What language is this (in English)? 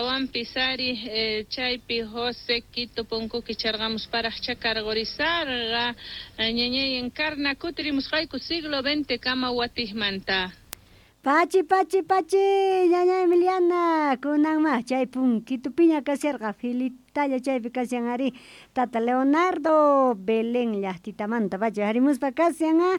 South Bolivian Quechua